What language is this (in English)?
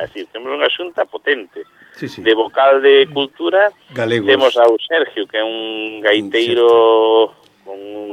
Galician